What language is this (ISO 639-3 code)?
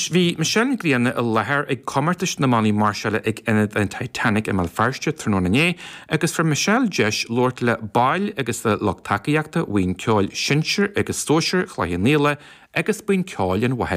gle